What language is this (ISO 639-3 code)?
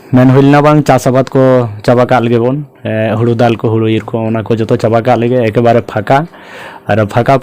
sat